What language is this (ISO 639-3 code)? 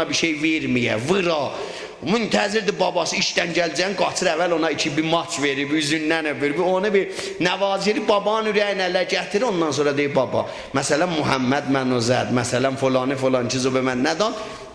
azb